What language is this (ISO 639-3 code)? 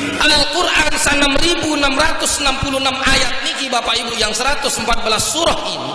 sas